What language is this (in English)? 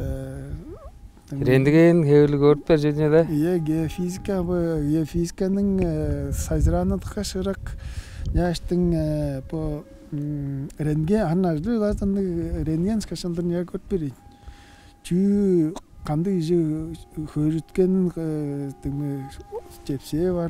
Tuvinian